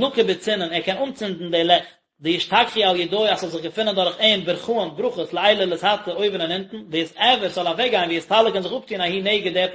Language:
Yiddish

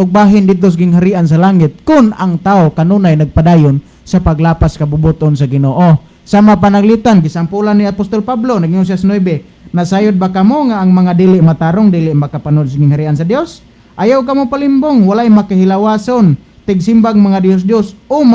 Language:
Cebuano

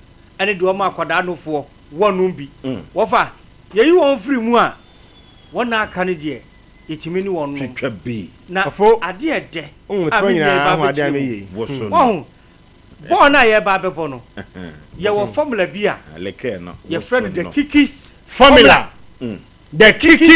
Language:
Akan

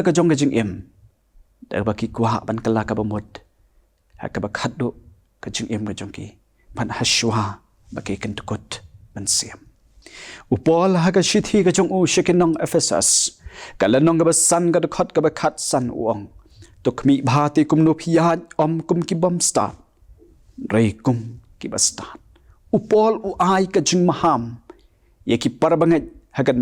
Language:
Khasi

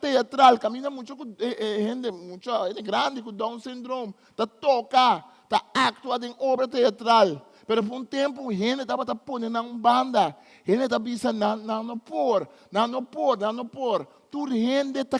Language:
Papiamento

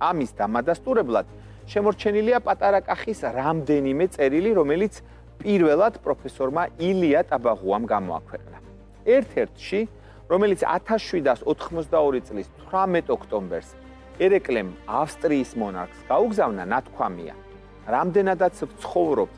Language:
Georgian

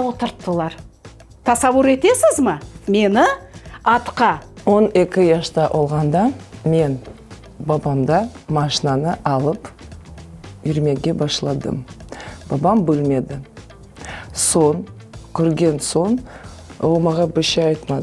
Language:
Crimean Tatar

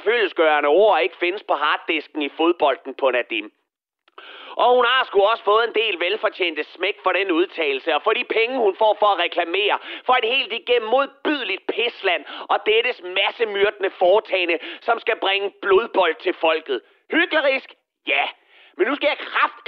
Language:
Danish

